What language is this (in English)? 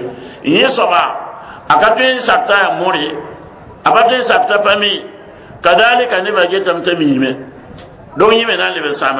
Mossi